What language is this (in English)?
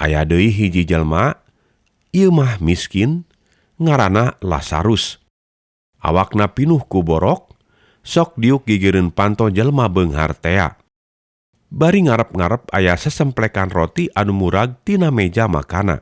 Sundanese